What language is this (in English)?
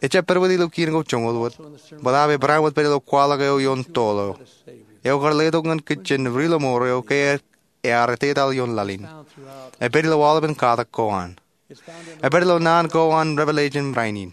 Marshallese